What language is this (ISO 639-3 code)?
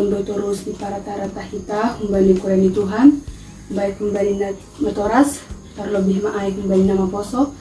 bts